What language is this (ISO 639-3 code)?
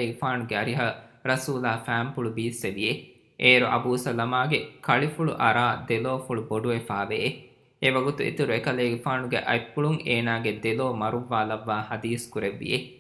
div